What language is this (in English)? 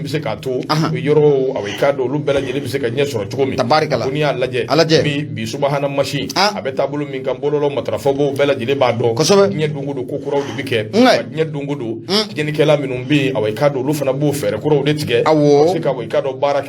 Bambara